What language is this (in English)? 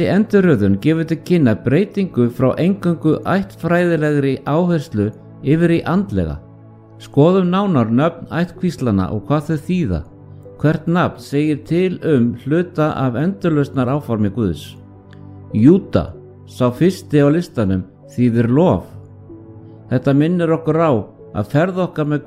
Icelandic